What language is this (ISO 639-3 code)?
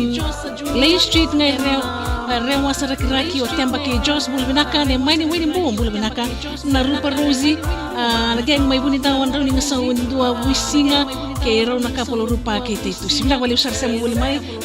fij